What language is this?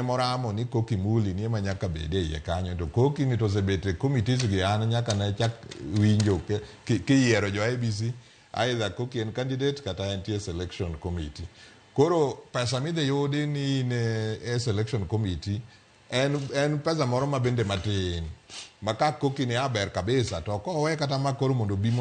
Luo (Kenya and Tanzania)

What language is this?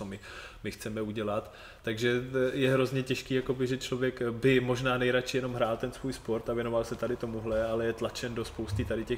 Czech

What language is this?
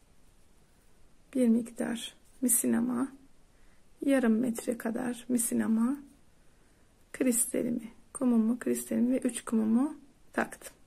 Turkish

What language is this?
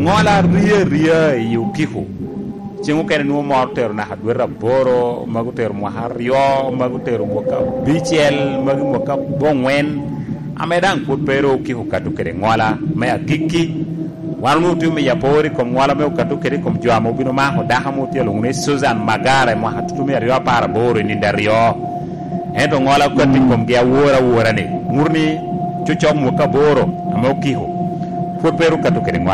Lango (Uganda)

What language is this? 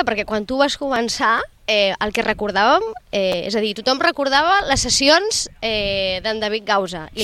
Catalan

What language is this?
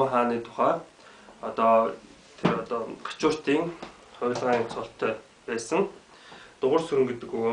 Mongolian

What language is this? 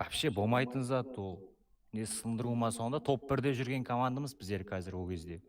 Kara-Kalpak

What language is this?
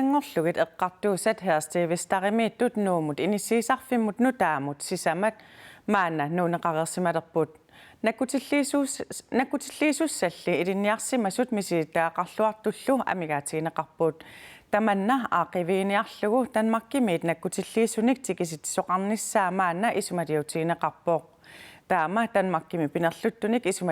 Kalaallisut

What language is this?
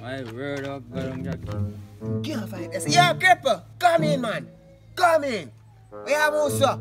Jamaican Creole English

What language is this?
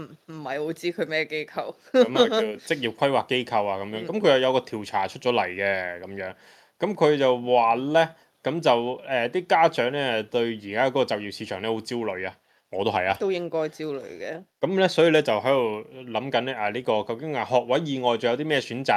Cantonese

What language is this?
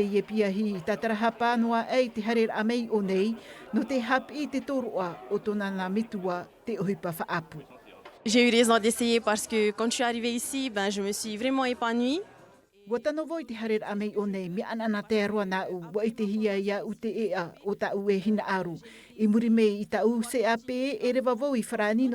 Tahitian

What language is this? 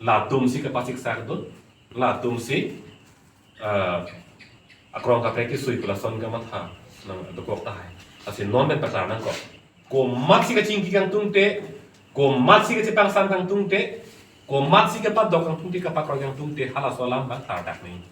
Karbi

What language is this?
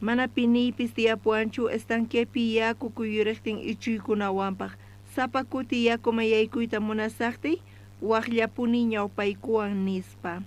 South Bolivian Quechua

